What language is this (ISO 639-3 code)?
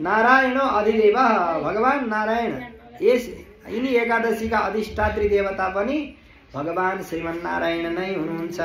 nep